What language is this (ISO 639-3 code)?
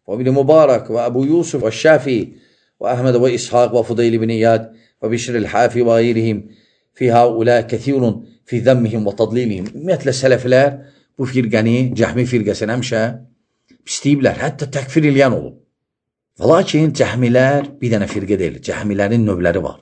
aze